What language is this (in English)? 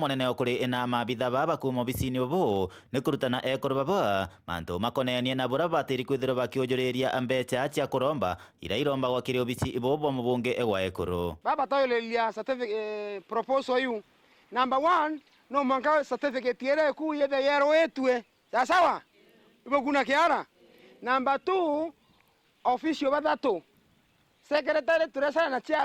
Meru